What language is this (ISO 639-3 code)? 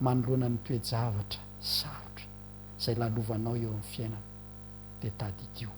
mlg